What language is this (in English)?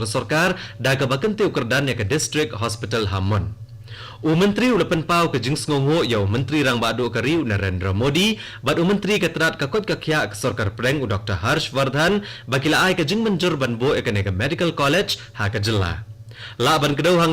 Khasi